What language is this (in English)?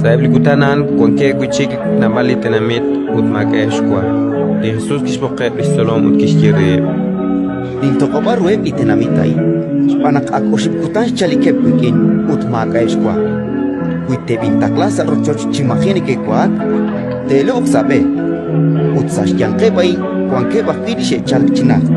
Kekchí